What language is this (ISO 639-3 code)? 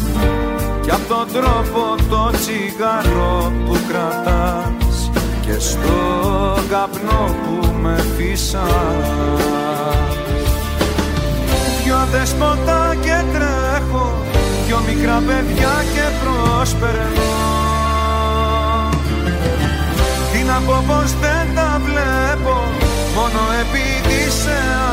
ell